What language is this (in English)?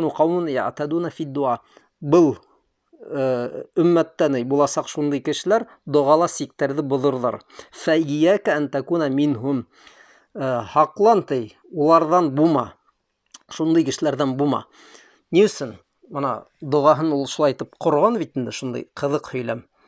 Bashkir